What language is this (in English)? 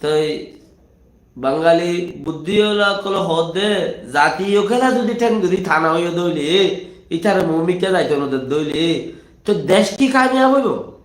Rohingya